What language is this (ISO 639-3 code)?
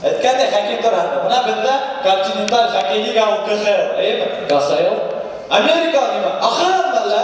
bak